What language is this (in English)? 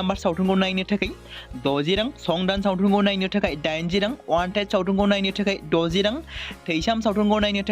Bodo